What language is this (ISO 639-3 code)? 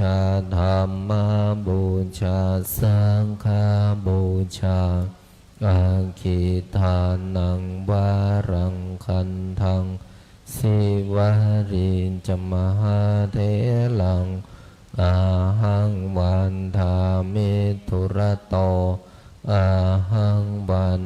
pli